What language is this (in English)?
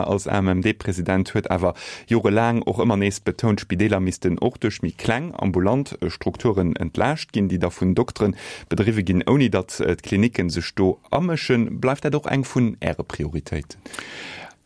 Luxembourgish